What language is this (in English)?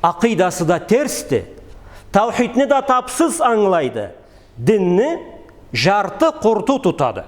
Karachay-Balkar